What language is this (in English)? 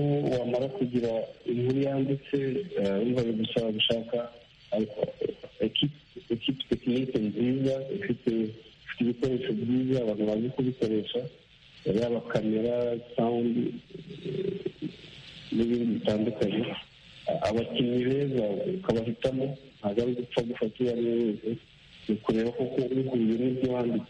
Kinyarwanda